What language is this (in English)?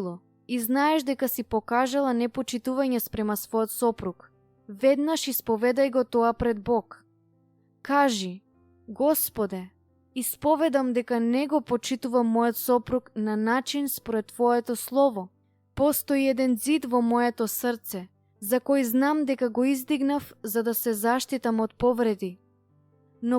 Macedonian